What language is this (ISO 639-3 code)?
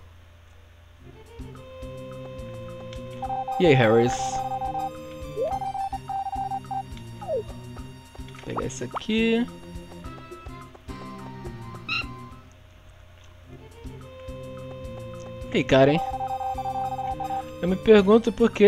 por